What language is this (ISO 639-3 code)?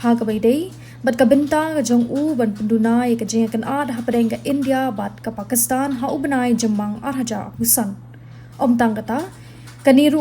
kha